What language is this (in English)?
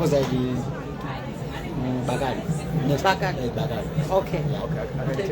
Nyanja